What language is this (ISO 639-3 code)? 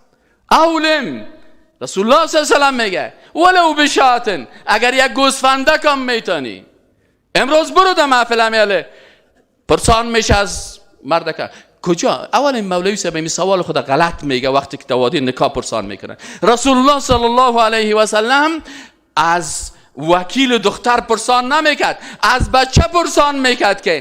fas